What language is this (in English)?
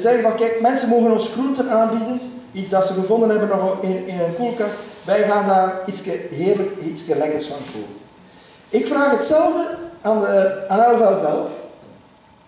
Dutch